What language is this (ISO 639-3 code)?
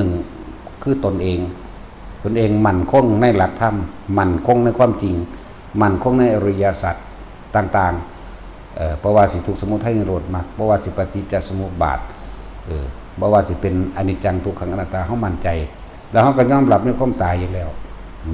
tts